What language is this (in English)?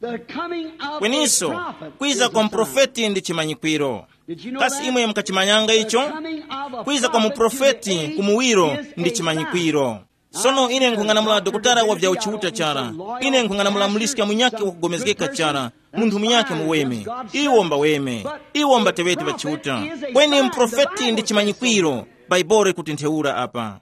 Tumbuka